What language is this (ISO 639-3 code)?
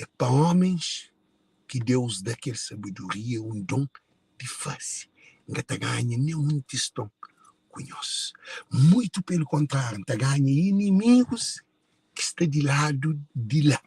kea